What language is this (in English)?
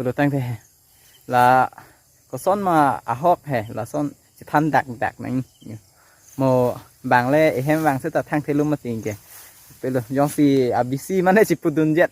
Karbi